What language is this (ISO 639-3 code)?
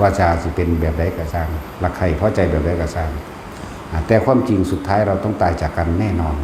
tts